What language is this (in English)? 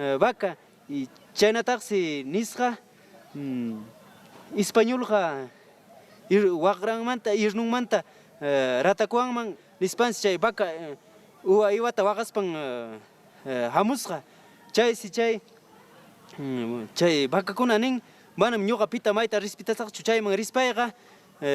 Ayacucho Quechua